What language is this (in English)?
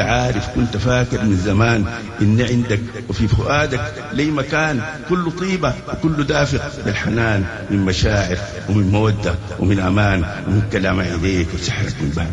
Sudanese Arabic